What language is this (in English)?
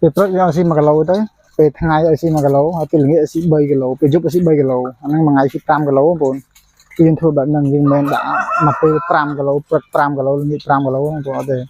Khmer